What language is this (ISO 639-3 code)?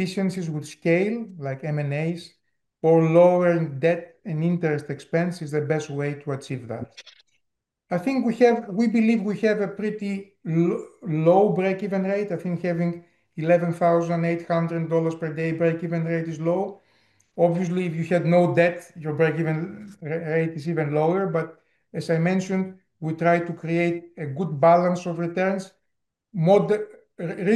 eng